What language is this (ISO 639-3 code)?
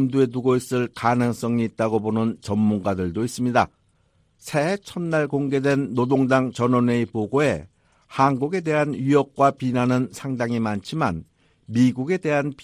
kor